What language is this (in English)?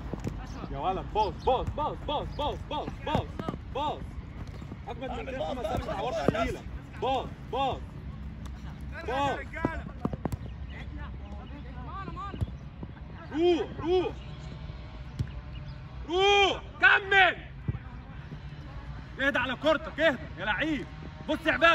Egyptian Arabic